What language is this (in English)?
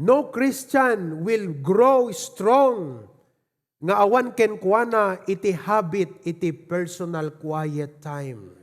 Iloko